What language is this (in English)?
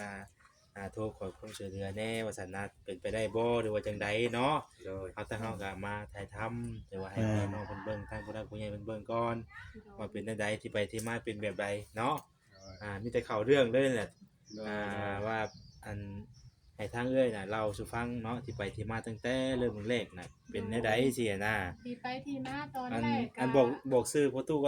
Northeastern Thai